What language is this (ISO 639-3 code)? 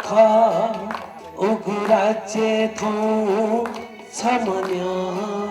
new